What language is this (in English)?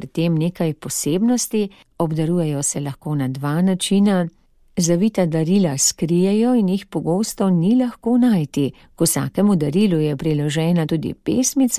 Slovenian